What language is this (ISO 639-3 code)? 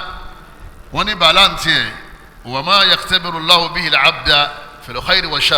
yor